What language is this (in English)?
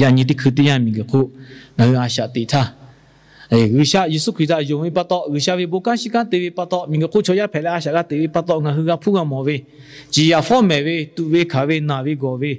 Lahu